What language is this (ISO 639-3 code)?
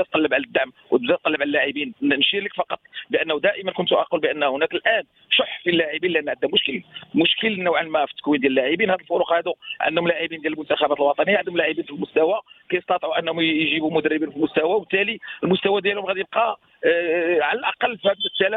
ary